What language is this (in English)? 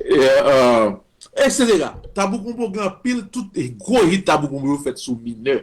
Haitian Creole